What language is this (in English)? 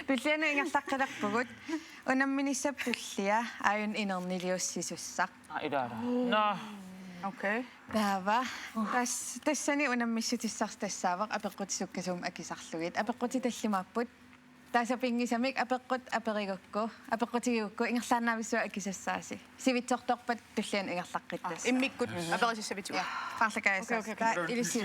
Kalaallisut